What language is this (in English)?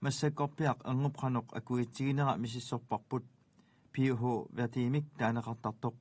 Kalaallisut